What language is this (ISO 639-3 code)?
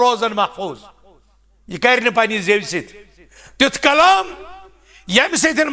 kas